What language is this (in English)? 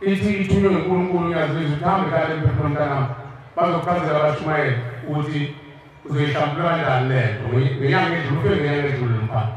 Zulu